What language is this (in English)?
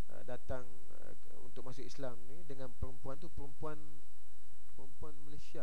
Malay